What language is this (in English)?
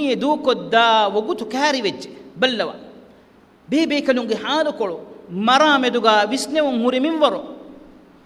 Divehi